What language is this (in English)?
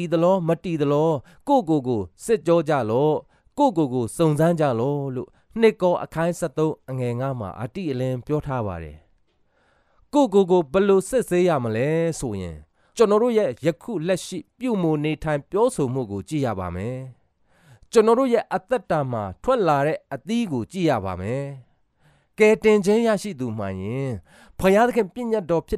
Burmese